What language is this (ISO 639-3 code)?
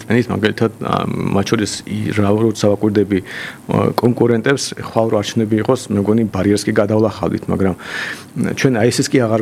kat